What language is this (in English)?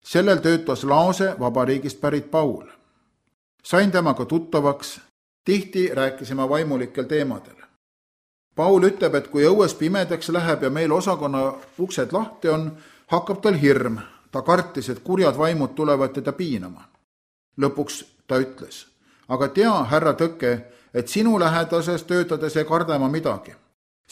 Estonian